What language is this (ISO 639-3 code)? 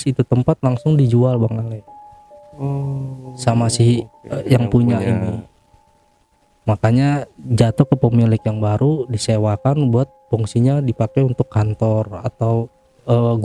ind